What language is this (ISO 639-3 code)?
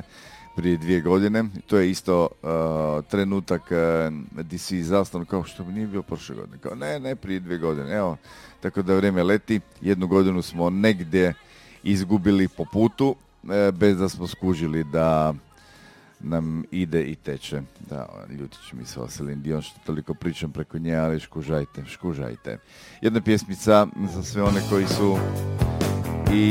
hrv